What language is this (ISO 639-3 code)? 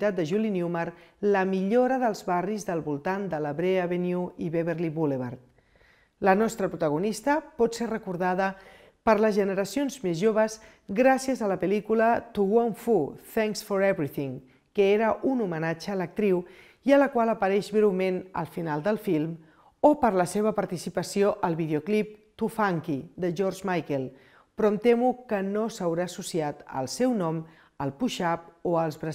cat